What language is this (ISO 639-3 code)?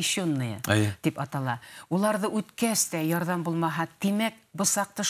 bak